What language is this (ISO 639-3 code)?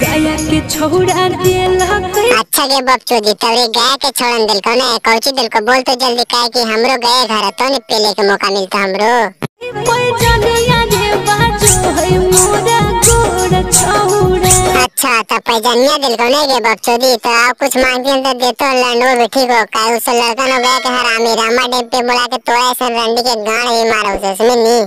mag